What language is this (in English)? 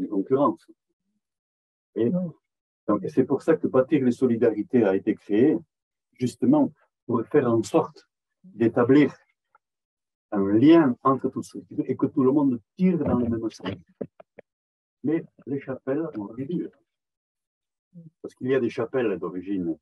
French